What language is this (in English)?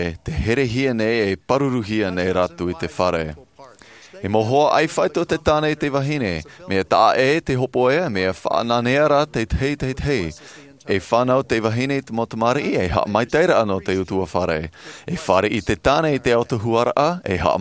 Tahitian